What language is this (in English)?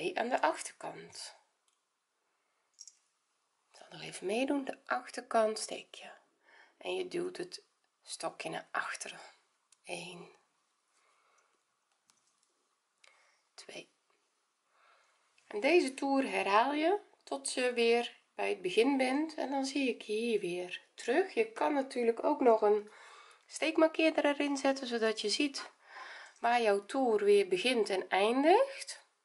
Dutch